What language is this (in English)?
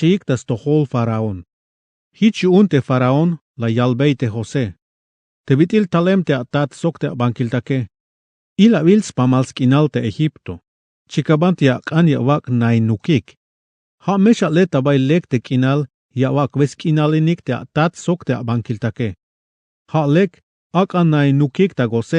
Tzeltal